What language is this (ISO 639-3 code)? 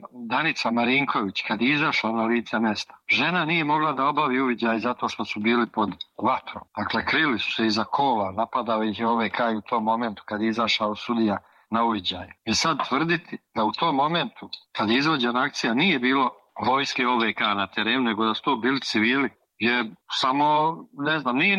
srp